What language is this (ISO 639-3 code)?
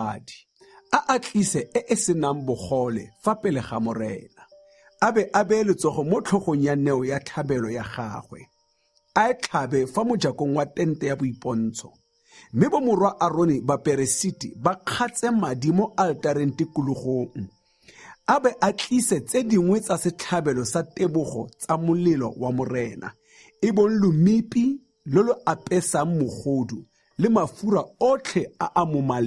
tsn